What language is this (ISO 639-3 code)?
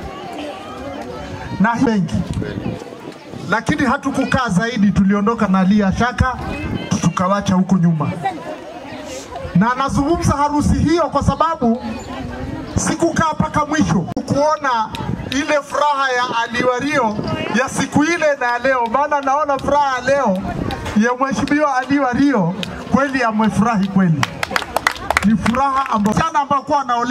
swa